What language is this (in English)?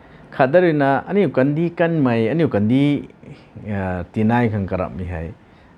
Rongmei Naga